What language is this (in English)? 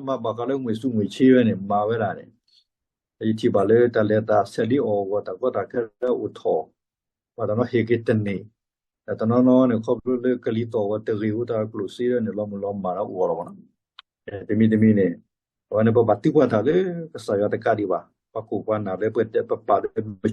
S'gaw Karen